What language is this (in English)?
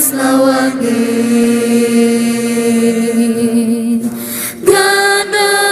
Ambonese Malay